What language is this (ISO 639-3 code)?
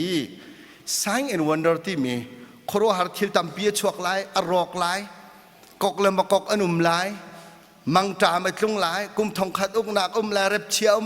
cnh